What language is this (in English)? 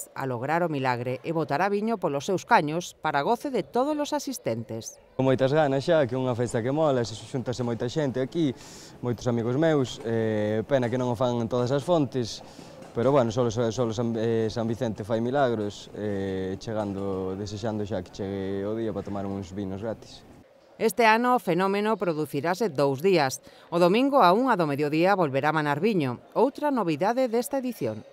Galician